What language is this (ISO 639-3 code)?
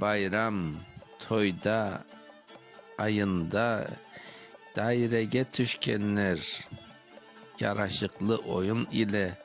crh